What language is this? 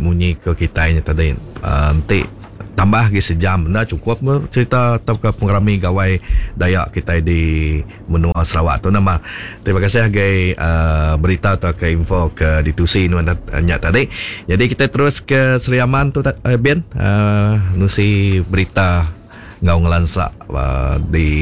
Iban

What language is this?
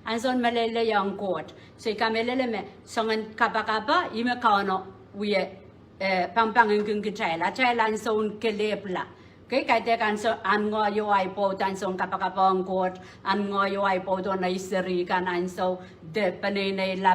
Pohnpeian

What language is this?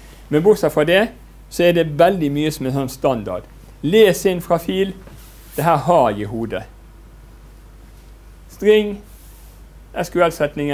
Norwegian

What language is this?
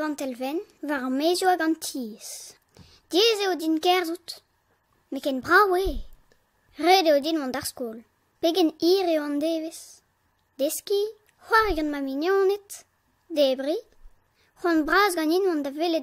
Breton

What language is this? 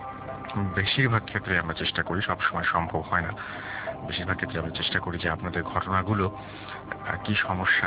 Bangla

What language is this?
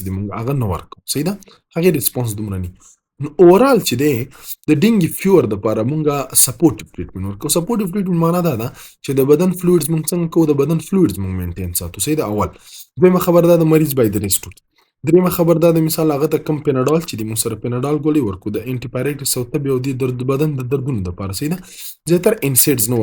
Pashto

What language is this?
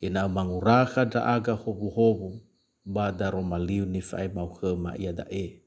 Nias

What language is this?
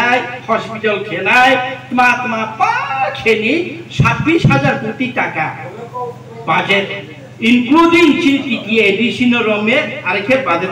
Riang (India)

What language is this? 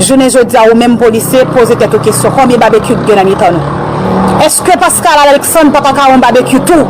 Haitian Creole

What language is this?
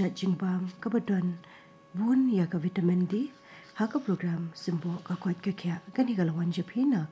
Khasi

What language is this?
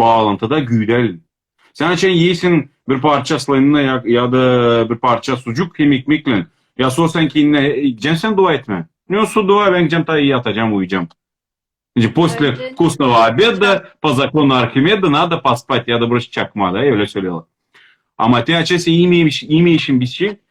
Crimean Tatar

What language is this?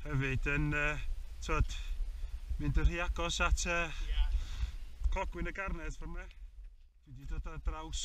Welsh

